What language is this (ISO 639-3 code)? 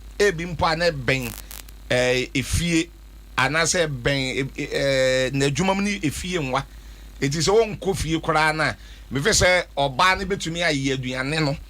aka